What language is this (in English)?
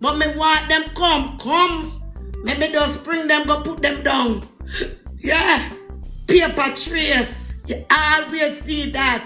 Jamaican Creole English